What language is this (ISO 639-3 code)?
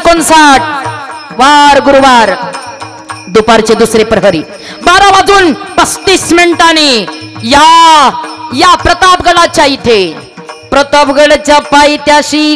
mar